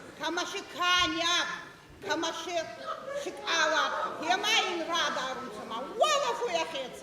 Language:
Ossetic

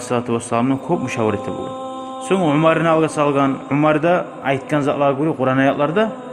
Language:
Kumyk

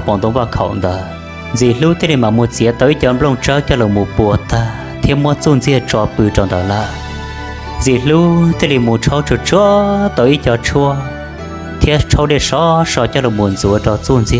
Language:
Hmong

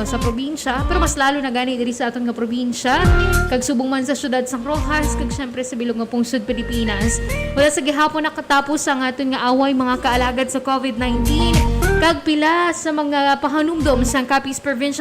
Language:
Hiligaynon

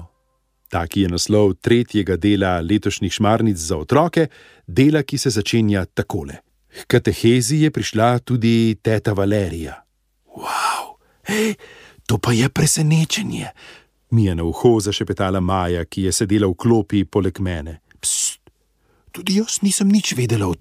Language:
Slovenian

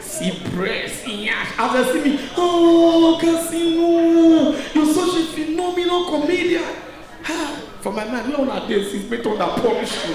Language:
Nigerian Pidgin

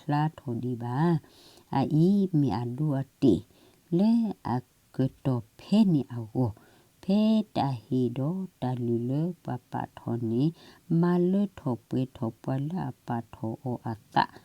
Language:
S'gaw Karen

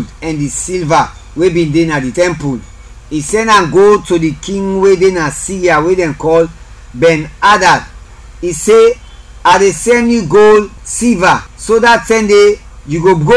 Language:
Krio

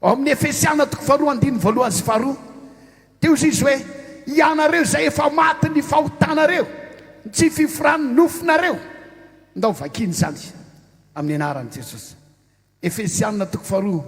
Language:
Malagasy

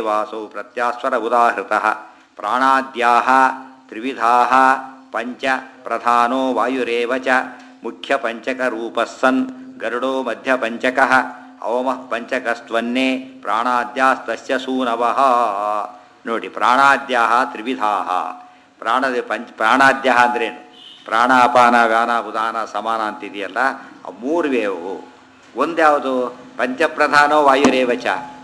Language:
Kannada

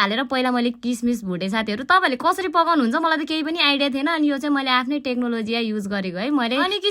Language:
Nepali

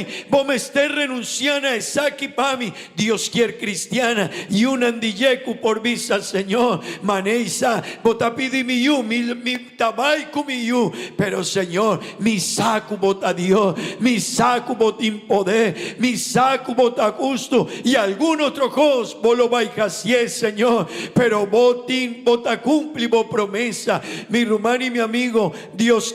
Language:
Papiamento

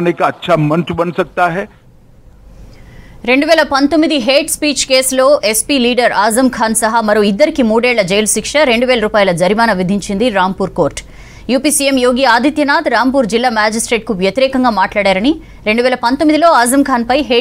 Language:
Telugu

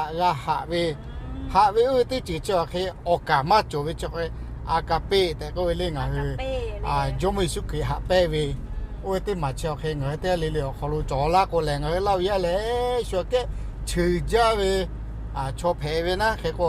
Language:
Lahu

